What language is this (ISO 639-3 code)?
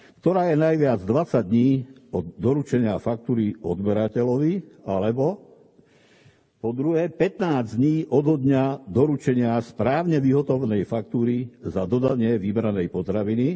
slk